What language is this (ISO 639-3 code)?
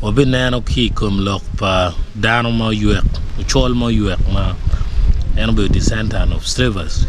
ach